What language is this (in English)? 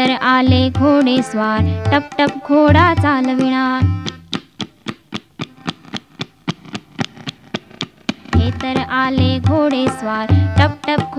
Marathi